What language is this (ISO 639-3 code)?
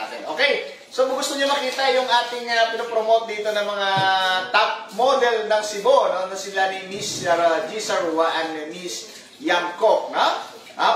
fil